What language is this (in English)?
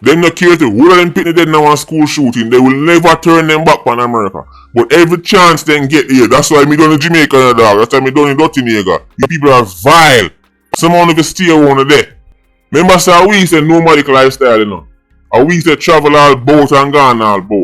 Jamaican Creole English